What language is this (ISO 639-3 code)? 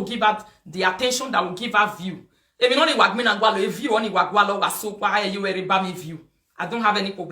pcm